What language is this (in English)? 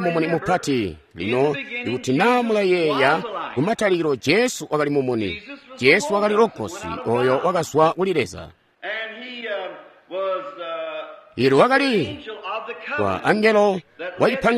Tonga (Zambia)